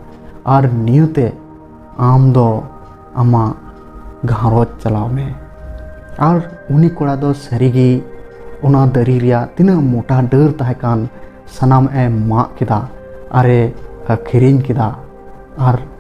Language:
Santali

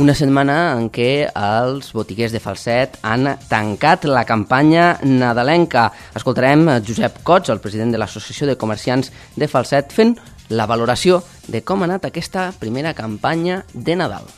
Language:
Catalan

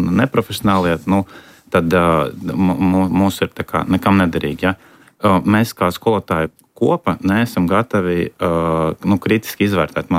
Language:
Latvian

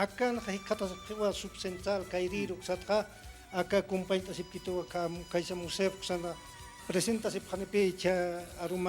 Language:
Aymara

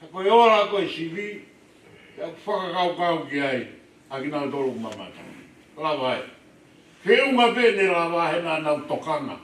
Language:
Tongan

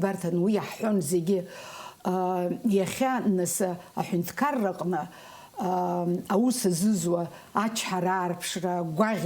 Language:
Abkhazian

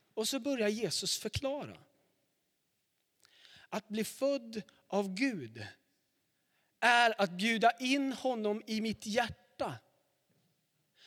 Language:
Swedish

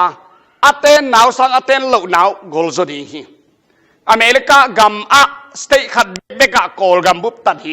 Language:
Tedim Chin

